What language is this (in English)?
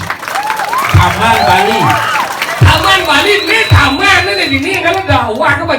Balinese